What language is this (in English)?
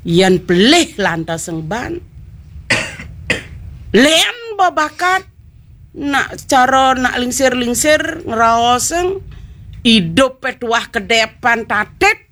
Balinese